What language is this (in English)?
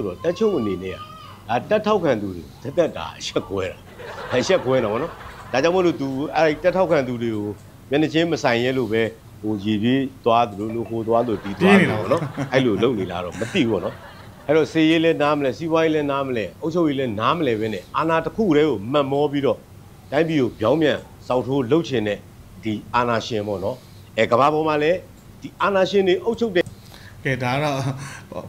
Burmese